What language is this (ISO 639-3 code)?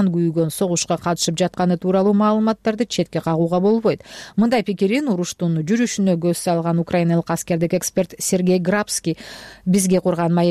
kir